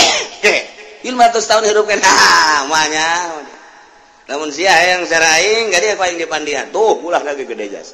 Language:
Sundanese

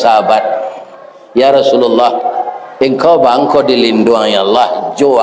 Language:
Minangkabau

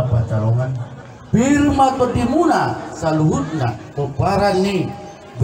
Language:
Batak Toba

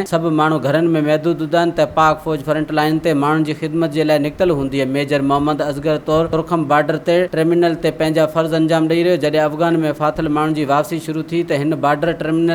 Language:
Sindhi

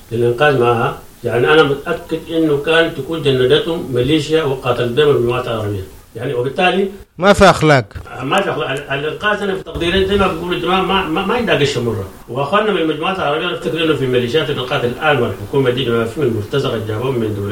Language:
Sudanese Arabic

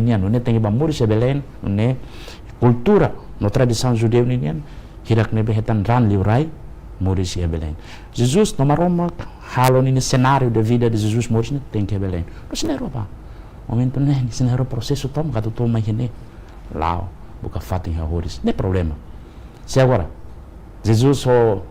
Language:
Tetum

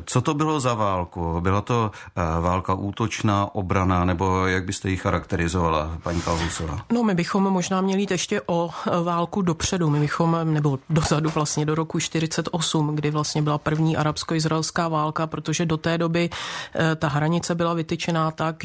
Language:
Czech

